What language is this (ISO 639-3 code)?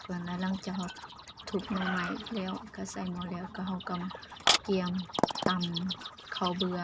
lao